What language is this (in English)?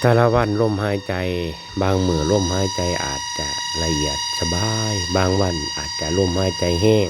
Northeastern Thai